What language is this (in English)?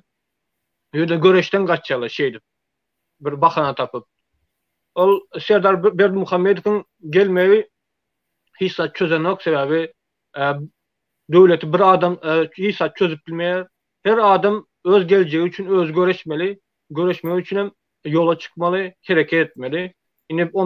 Turkmen